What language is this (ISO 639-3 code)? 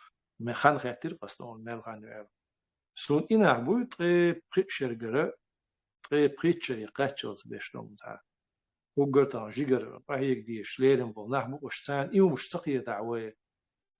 che